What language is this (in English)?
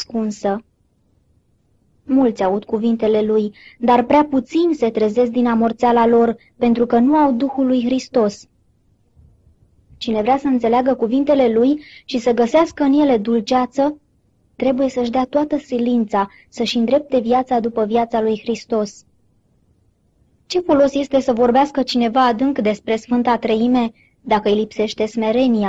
Romanian